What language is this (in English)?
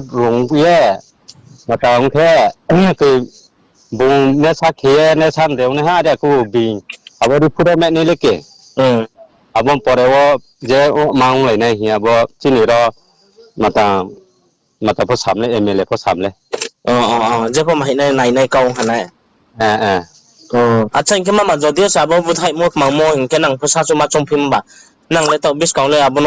Riang (India)